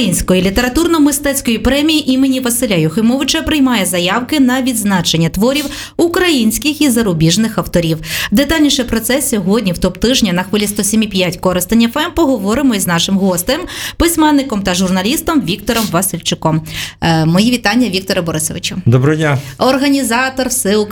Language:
Ukrainian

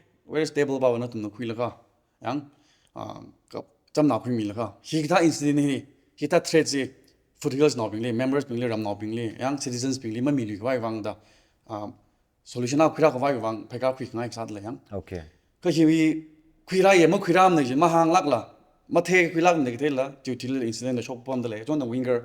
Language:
Tangkhul Naga (India)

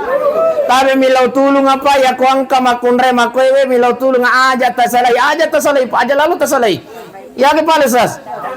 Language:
Buginese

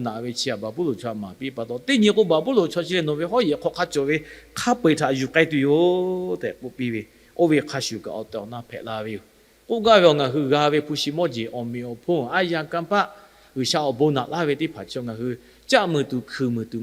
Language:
Lahu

